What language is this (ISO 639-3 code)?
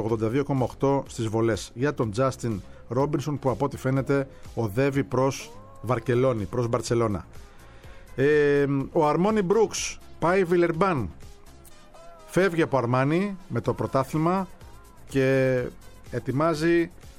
ell